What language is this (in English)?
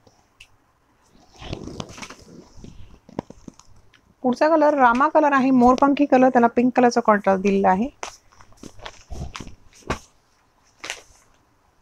Marathi